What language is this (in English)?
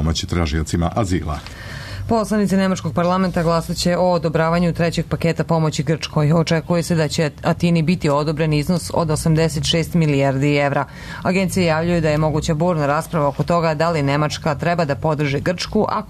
Serbian